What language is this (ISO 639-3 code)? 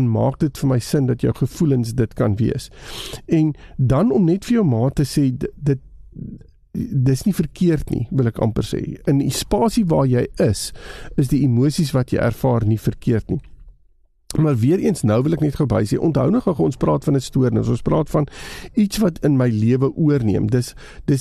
afr